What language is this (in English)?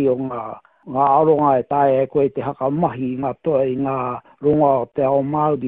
Māori